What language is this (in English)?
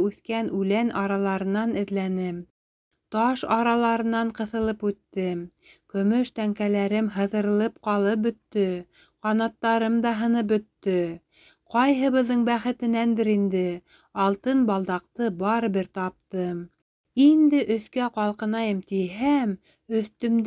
Bashkir